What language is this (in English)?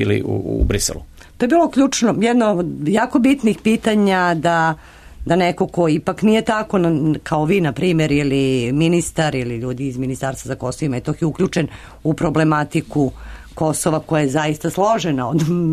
Serbian